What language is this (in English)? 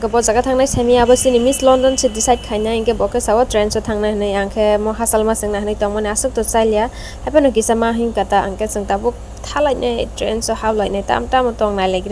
Kok Borok